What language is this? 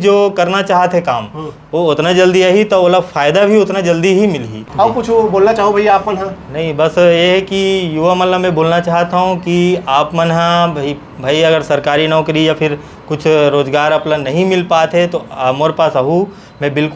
Chhattisgarhi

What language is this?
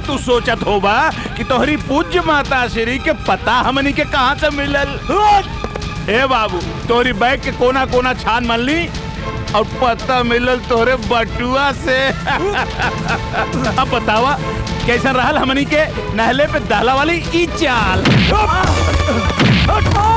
Bhojpuri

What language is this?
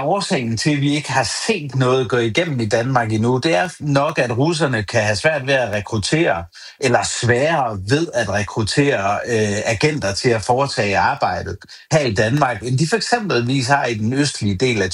Danish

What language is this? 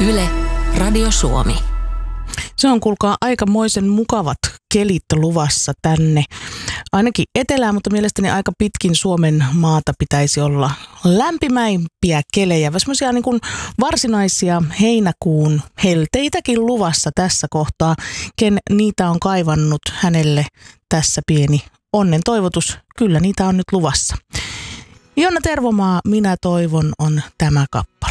Finnish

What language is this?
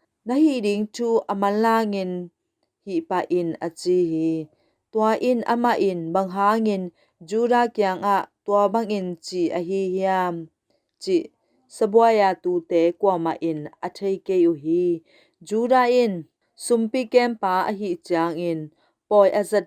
Tedim Chin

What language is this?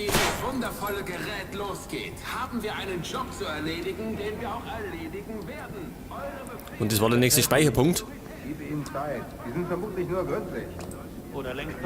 Bavarian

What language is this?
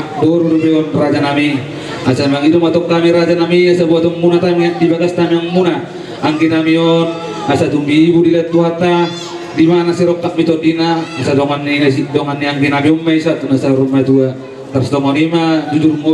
Batak Toba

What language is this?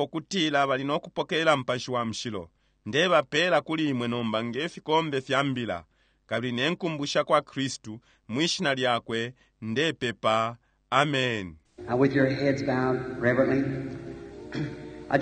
Bemba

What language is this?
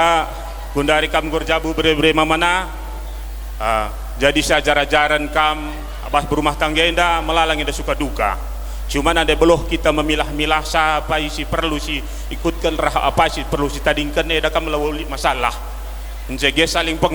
Batak Karo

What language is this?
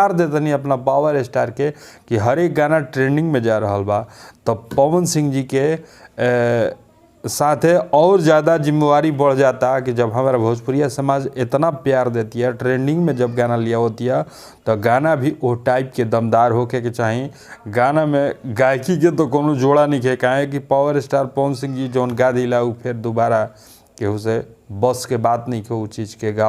Bhojpuri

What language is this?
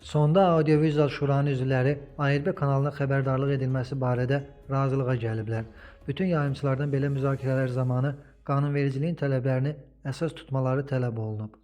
Azerbaijani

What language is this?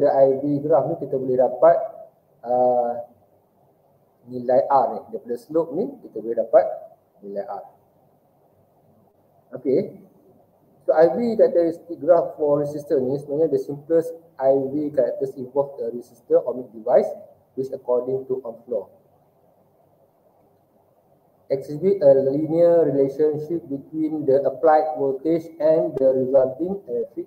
Malay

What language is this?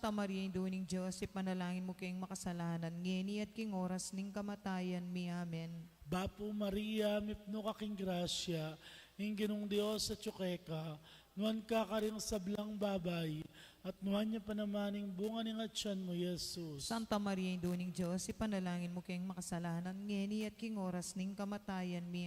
Pampanga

